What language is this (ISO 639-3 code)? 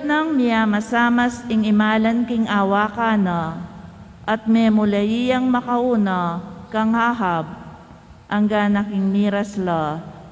pam